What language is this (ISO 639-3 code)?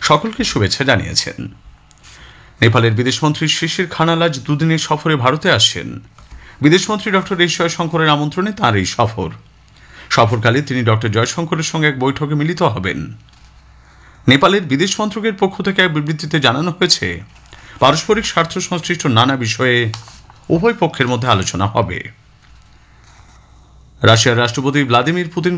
ben